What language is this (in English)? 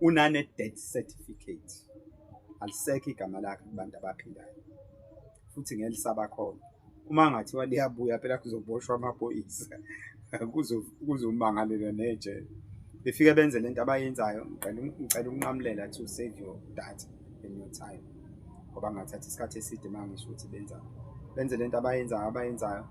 Zulu